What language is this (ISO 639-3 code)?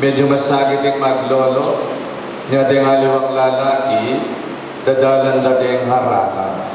pam